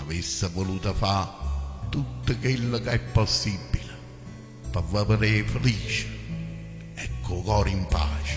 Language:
Neapolitan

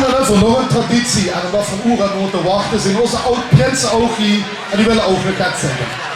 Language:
Limburgish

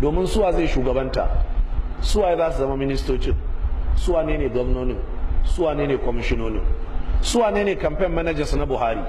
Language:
Hausa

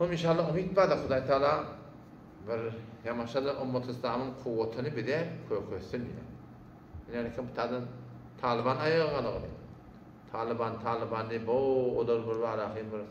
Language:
Turkmen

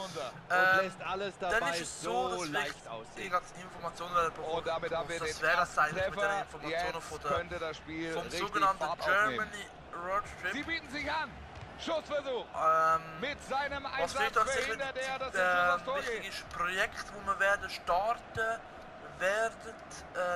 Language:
Swiss German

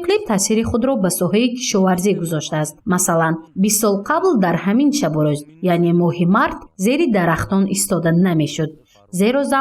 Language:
Tajik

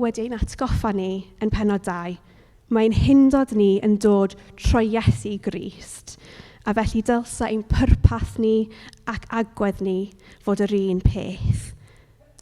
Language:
Welsh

